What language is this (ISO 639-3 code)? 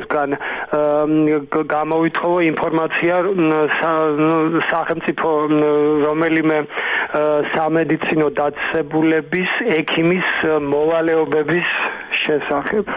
kat